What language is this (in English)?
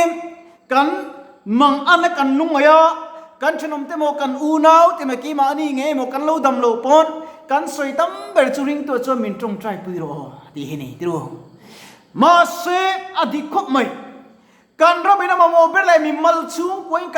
Mizo